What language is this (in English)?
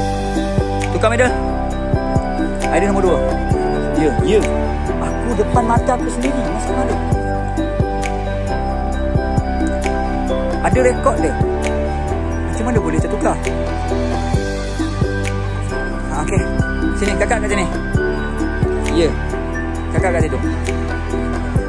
Malay